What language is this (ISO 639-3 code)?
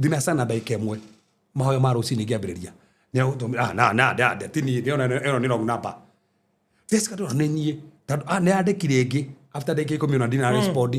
kik